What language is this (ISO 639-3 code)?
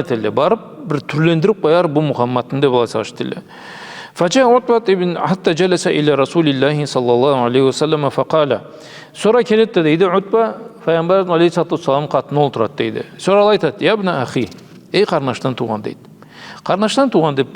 krc